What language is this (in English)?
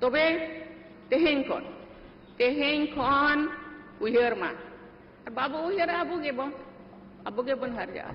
Santali